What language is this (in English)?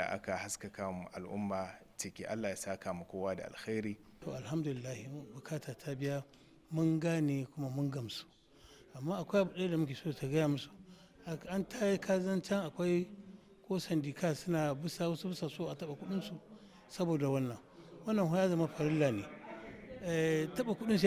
Hausa